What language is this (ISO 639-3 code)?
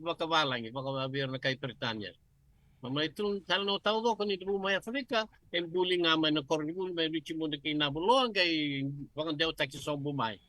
fij